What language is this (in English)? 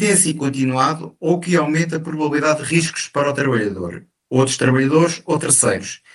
Portuguese